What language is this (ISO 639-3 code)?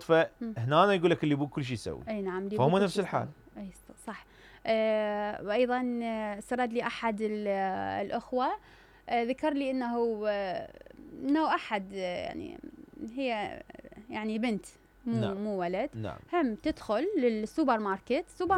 acm